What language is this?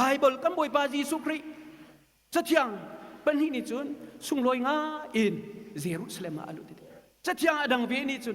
Hakha Chin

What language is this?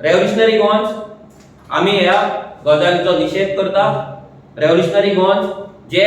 Konkani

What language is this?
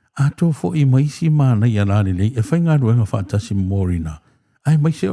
Samoan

